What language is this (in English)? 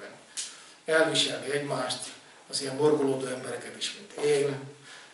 Hungarian